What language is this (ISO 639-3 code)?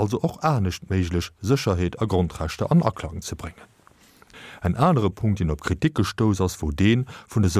ltz